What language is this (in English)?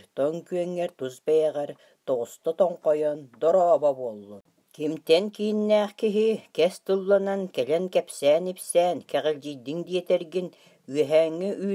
Yakut